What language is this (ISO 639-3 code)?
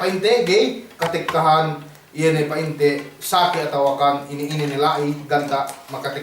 yka